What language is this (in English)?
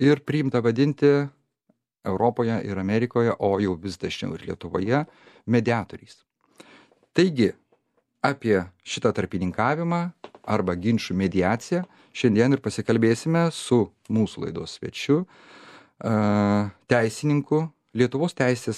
Lithuanian